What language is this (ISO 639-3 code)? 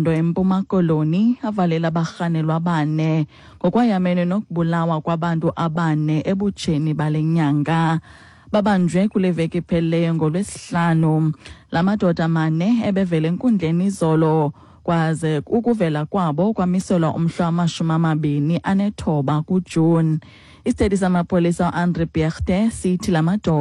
xho